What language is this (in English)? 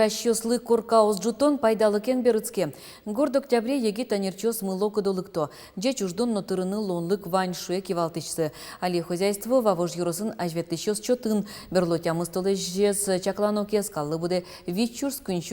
Udmurt